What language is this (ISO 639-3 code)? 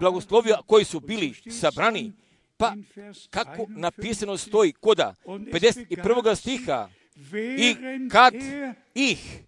hrv